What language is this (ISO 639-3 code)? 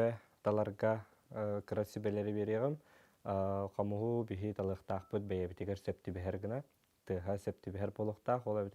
sah